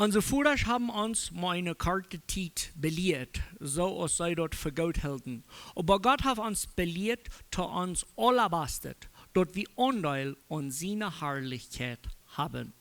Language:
Plautdietsch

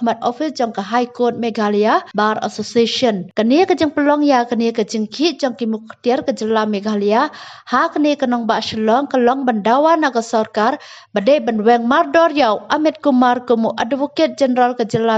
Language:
Khasi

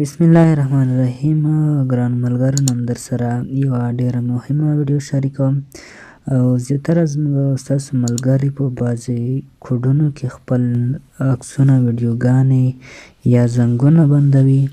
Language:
Pashto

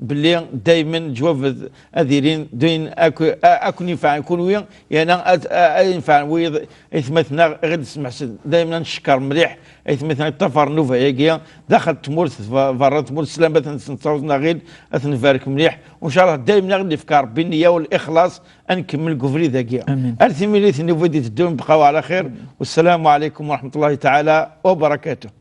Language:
Kabyle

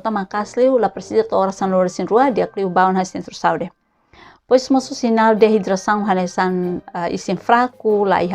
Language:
Tetum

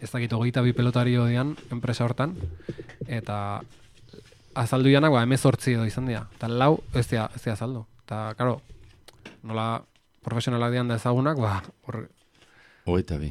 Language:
Basque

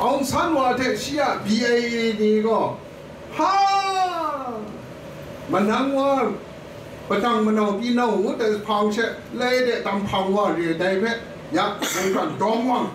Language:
Kachin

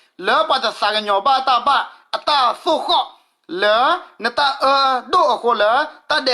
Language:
S'gaw Karen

